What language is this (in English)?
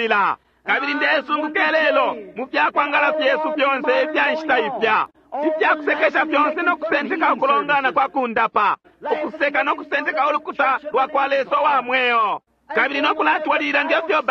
Bemba